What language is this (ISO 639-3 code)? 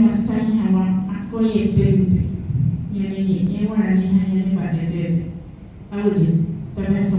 grn